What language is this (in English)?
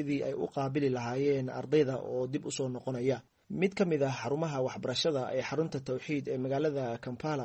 Somali